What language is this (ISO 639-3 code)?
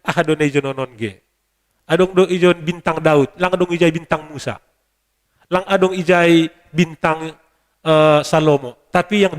bts